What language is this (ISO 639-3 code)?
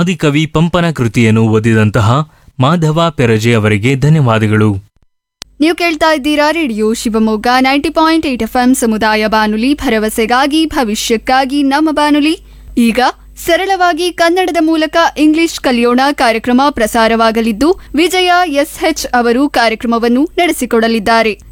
kan